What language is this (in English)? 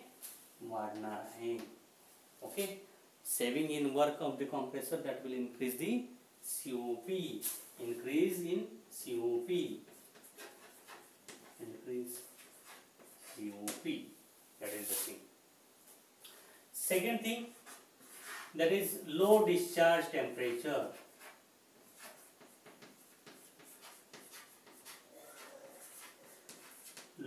Marathi